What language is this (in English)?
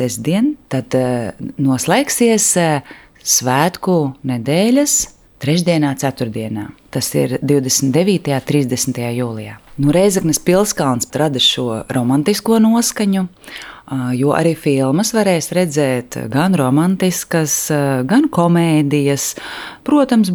Latvian